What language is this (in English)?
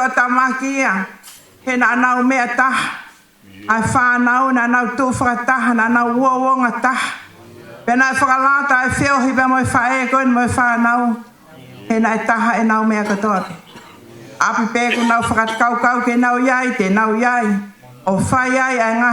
Tongan